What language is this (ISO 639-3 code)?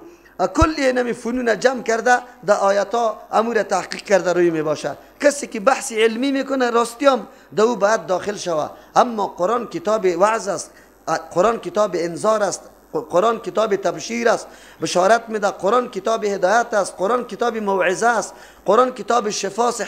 fas